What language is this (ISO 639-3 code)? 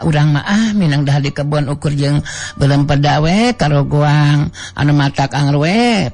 sun